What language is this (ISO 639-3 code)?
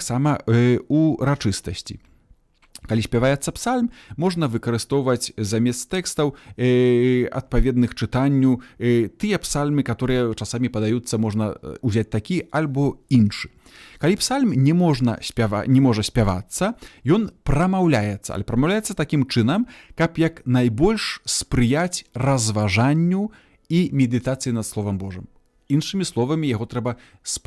bel